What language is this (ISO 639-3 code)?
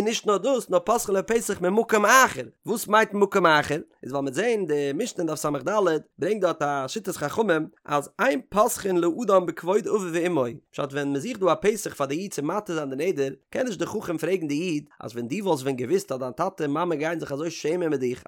yid